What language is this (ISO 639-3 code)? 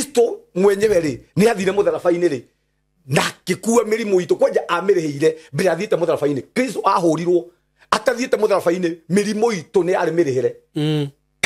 kik